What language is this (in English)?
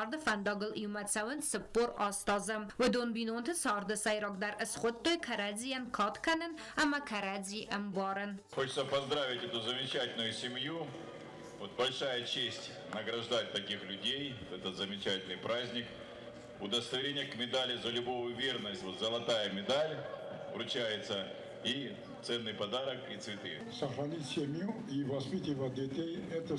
Ossetic